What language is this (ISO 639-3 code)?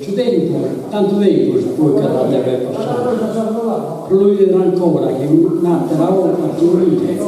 srd